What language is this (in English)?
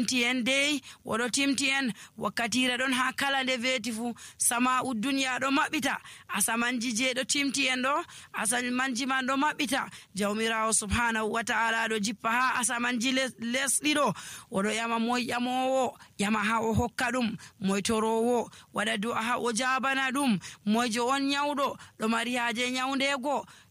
Nigerian Fulfulde